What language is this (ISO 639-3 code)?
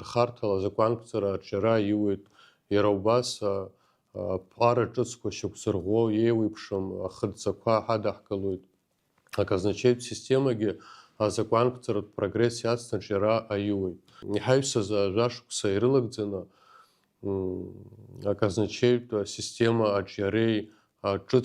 abk